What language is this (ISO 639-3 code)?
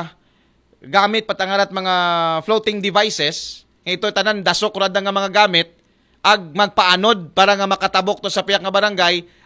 akl